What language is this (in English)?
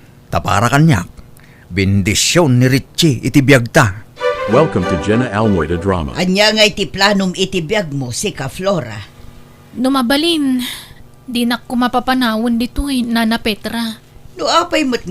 Iloko